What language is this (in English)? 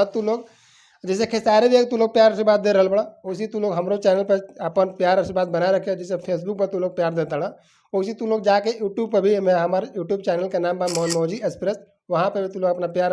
Bhojpuri